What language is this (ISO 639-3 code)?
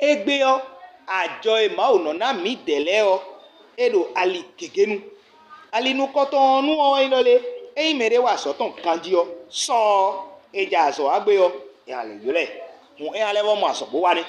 fon